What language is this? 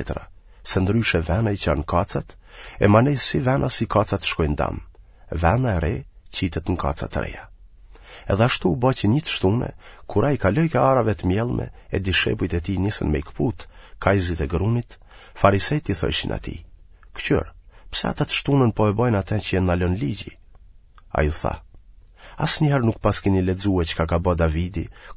Albanian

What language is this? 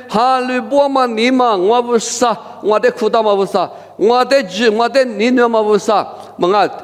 Lisu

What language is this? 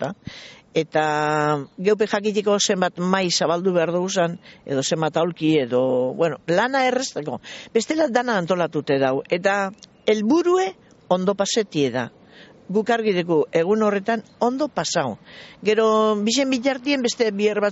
Basque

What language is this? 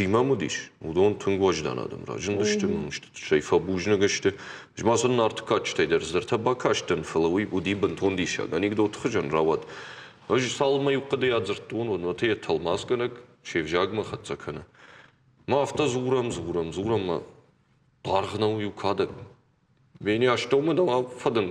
Ossetic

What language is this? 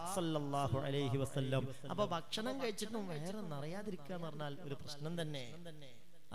Malayalam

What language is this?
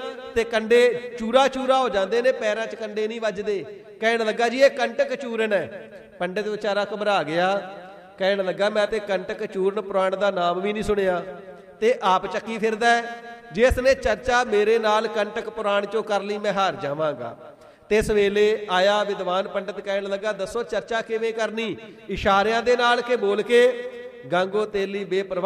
Punjabi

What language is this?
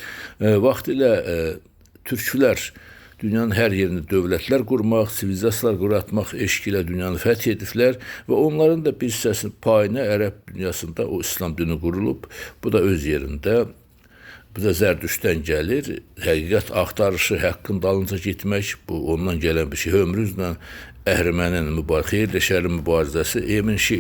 Azerbaijani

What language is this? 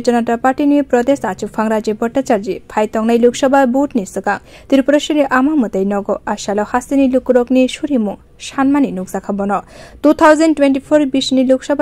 Kok Borok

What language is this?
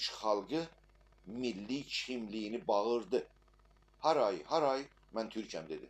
South Azerbaijani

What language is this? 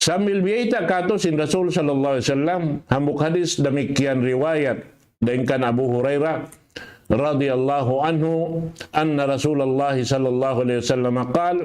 Tausug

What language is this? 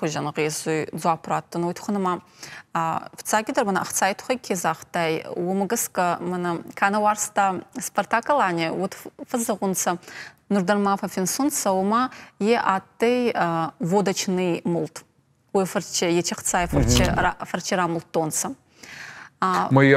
Ossetic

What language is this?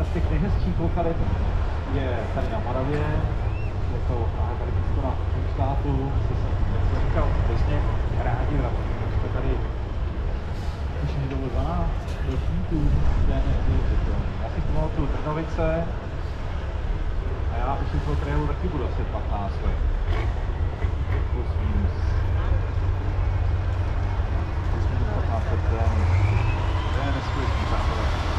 Czech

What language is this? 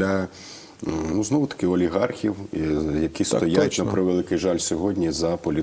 Ukrainian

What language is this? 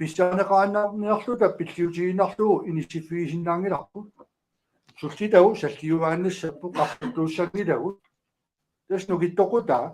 Kalaallisut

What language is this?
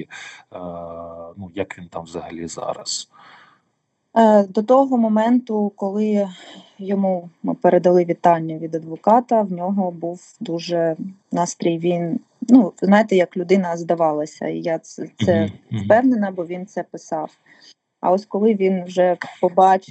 Ukrainian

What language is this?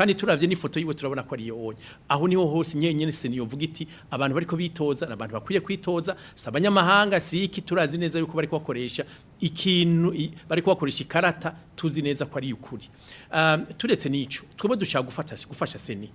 Rundi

